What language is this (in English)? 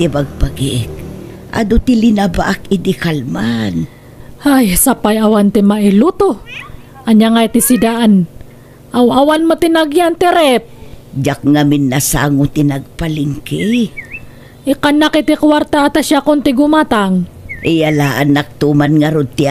Iloko